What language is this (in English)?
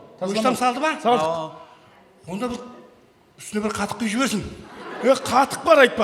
Kara-Kalpak